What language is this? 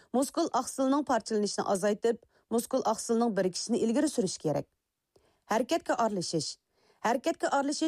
Uyghur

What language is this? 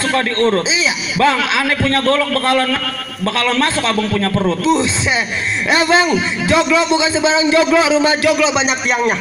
Betawi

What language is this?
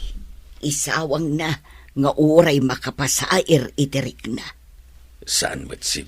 Iloko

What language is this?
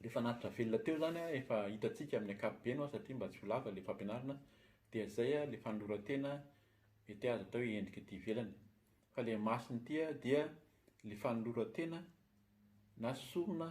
Malagasy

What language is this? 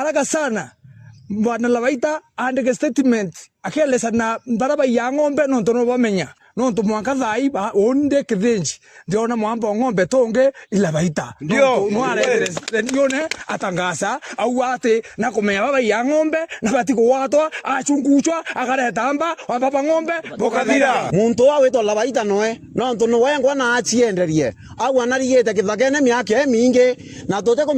Meru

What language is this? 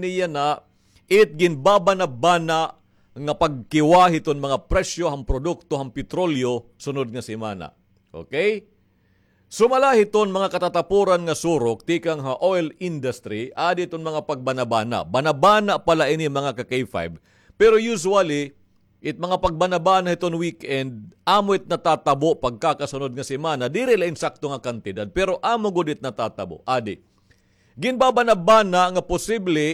Waray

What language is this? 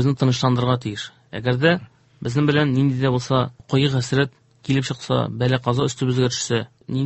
Tatar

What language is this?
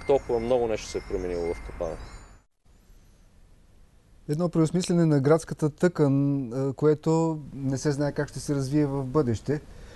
Bulgarian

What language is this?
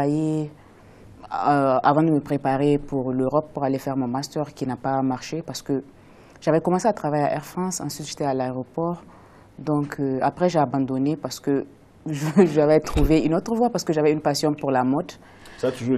French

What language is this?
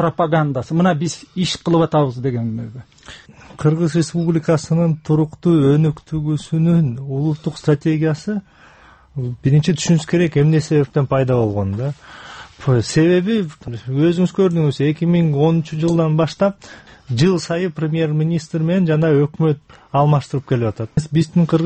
Kyrgyz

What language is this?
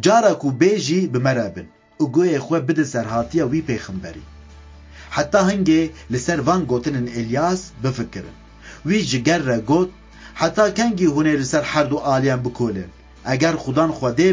Kurdish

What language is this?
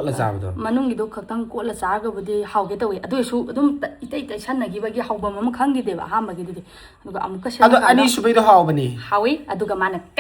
Manipuri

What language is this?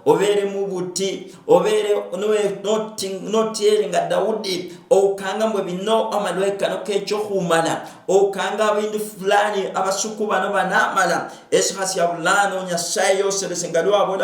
Luyia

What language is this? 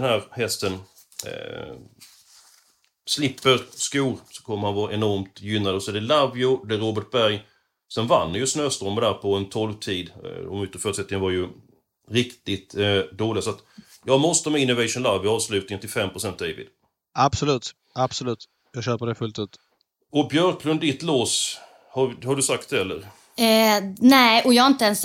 Swedish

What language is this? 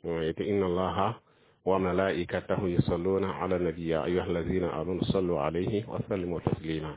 Mossi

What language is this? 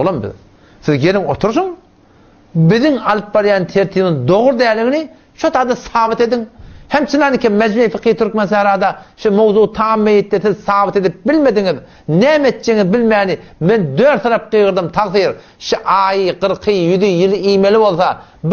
Turkmen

